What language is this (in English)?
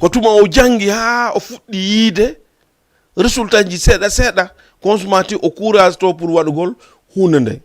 Fula